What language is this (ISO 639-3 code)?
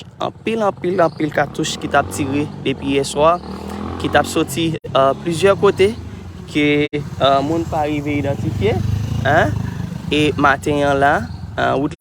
hat